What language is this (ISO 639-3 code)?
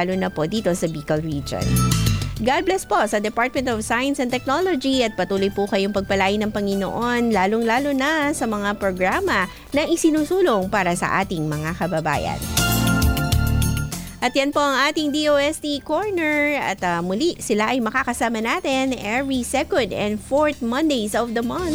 fil